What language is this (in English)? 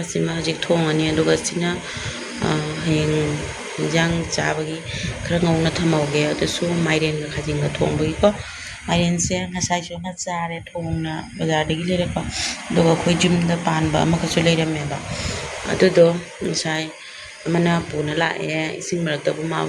Manipuri